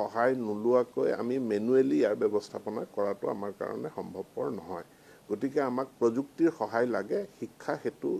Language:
Assamese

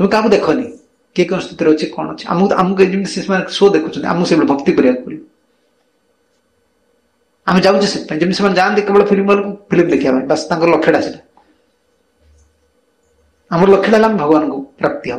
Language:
Odia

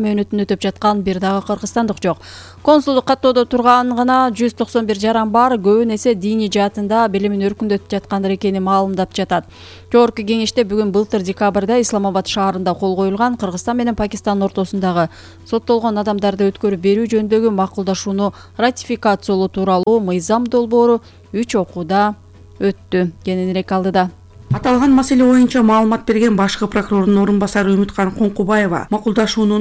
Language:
Kyrgyz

